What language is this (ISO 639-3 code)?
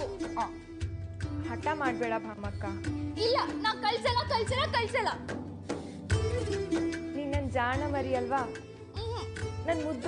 kan